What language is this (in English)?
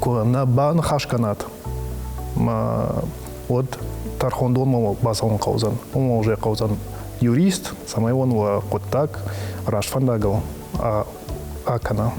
Ossetic